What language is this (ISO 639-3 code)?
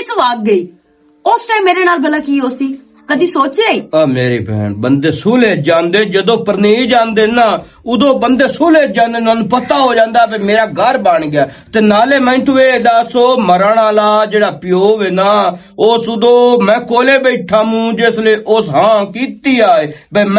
lah